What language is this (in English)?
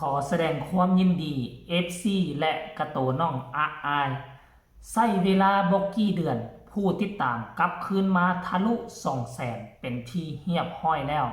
Northeastern Thai